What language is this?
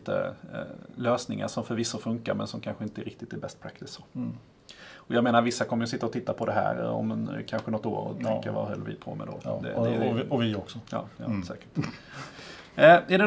Swedish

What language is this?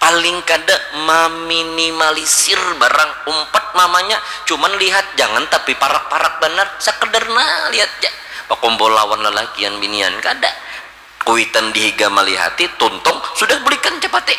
Banjar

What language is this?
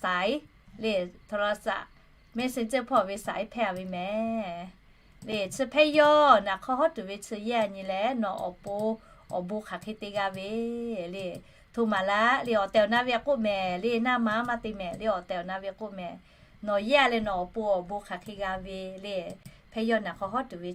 Lahu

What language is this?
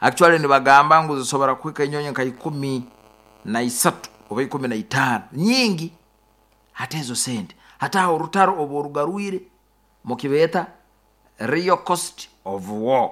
Nyoro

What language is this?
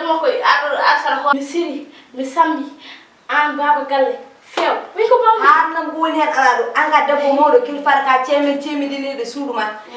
Fula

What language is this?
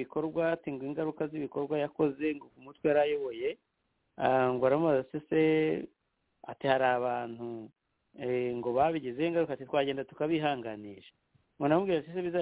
Kinyarwanda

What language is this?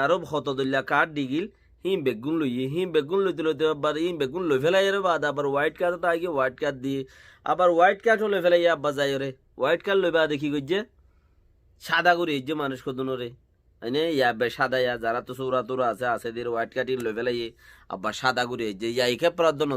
Rohingya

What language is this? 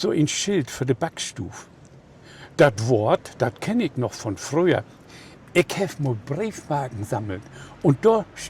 Low German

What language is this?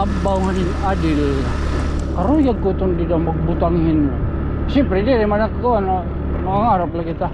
Waray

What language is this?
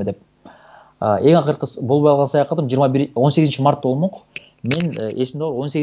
Kyrgyz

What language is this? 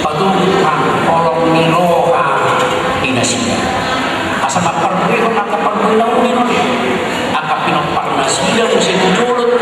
Batak Toba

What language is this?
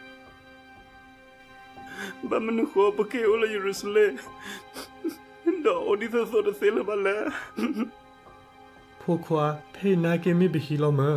S'gaw Karen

